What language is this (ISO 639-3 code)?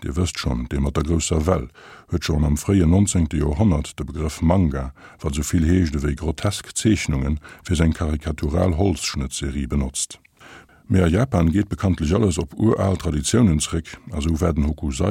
ltz